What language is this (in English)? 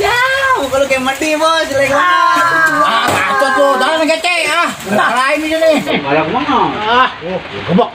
Betawi